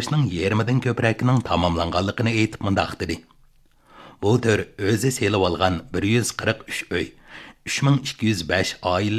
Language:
Uyghur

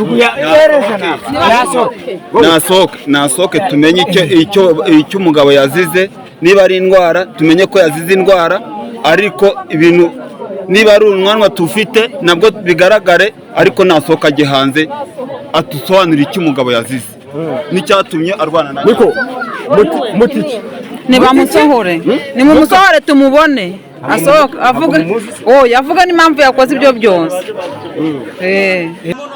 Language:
Kinyarwanda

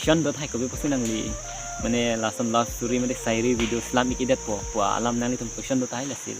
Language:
Karbi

